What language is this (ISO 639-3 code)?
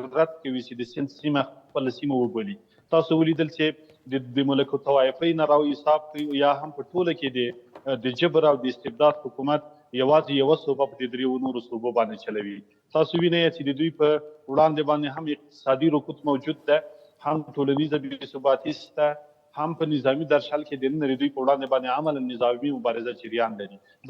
pus